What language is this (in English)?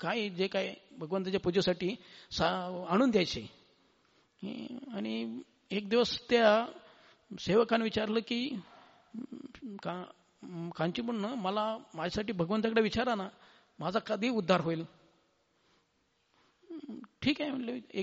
Marathi